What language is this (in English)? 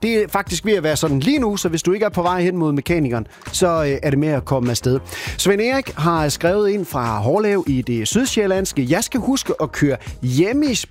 Danish